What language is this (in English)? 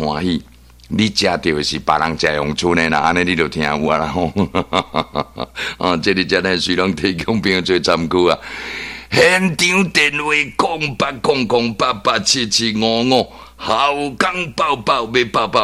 Min Nan Chinese